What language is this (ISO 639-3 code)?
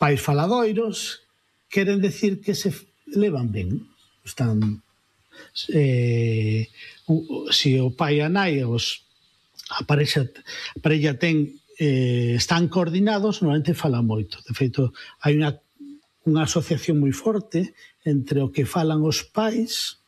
glg